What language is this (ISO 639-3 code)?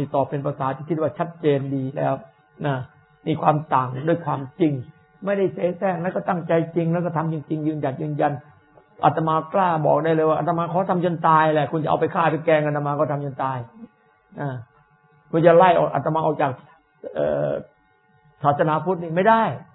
tha